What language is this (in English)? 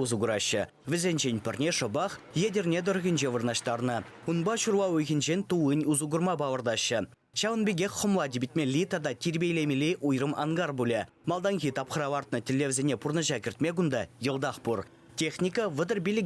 Chuvash